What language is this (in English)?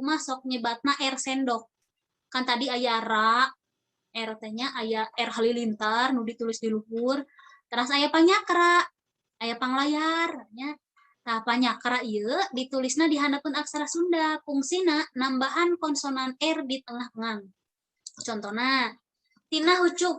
Sundanese